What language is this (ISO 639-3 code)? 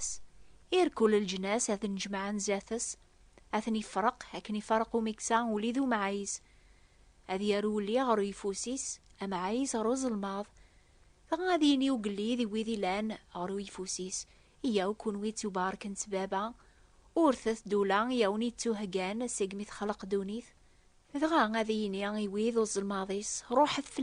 kab